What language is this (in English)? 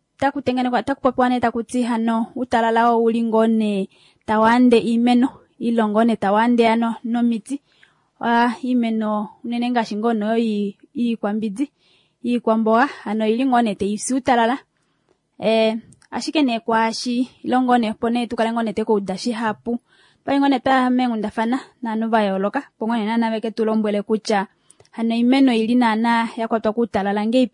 Kuanyama